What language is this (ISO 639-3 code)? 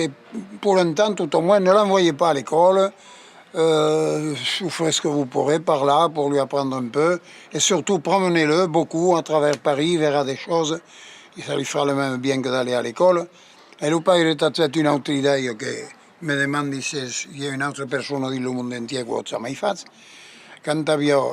oci